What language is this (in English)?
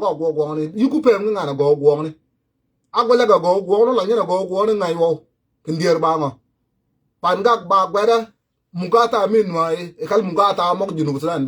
Nuer